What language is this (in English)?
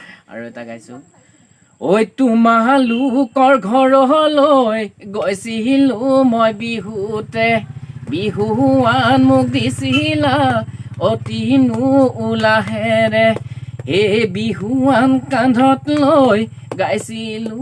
Assamese